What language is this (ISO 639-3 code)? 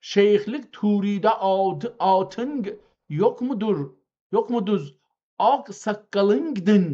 azb